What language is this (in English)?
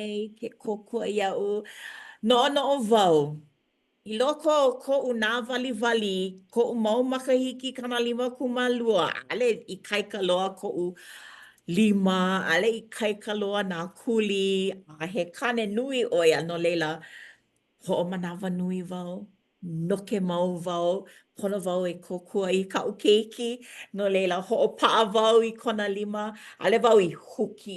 Hawaiian